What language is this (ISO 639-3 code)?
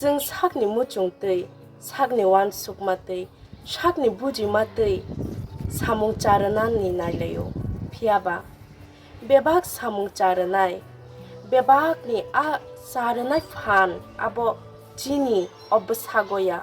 trp